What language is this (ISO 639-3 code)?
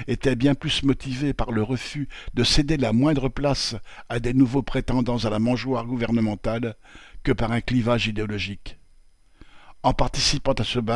fra